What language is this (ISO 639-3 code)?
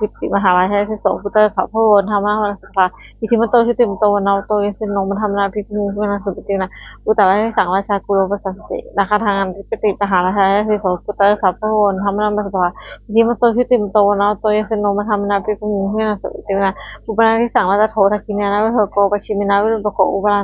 pli